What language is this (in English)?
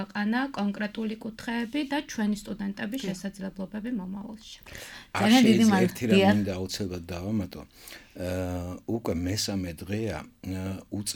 Georgian